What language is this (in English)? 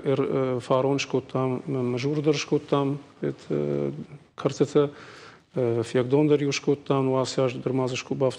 Ossetic